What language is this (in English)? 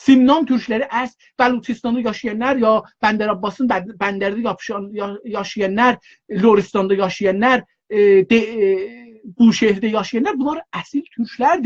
South Azerbaijani